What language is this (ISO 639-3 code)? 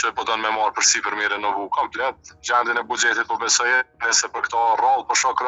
sqi